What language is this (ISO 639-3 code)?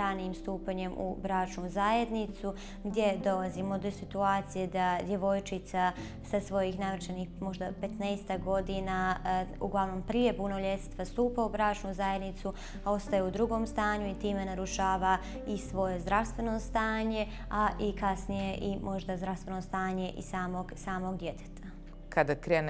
bos